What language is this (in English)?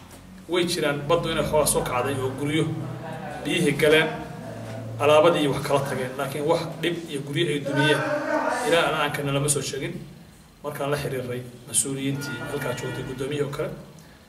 Somali